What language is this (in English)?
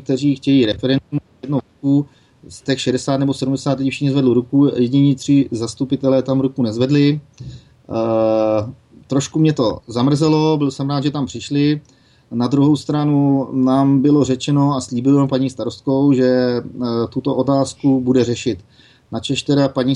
Czech